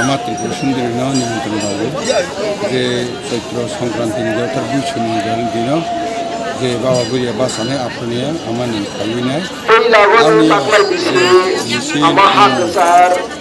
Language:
Kok Borok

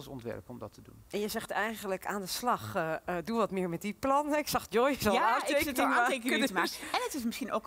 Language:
Dutch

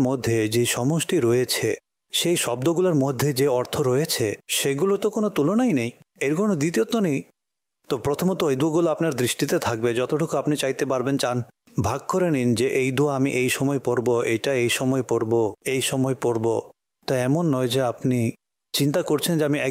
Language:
Bangla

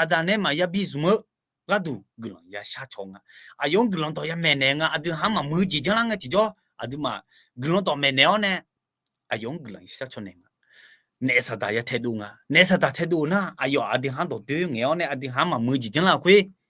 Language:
Akha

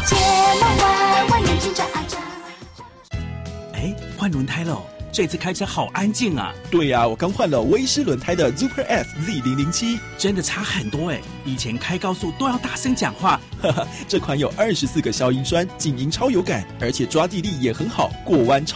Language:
Chinese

